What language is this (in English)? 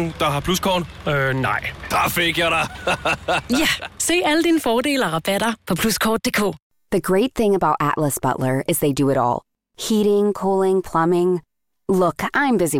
Danish